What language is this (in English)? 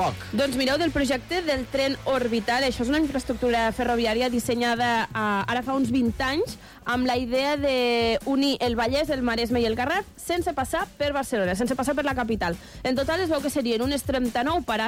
Catalan